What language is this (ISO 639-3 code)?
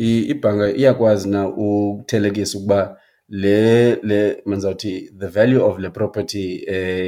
xho